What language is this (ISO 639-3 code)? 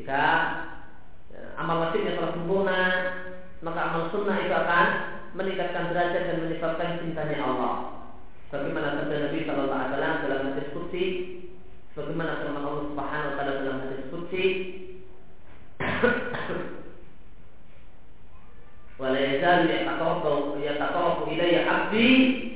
ind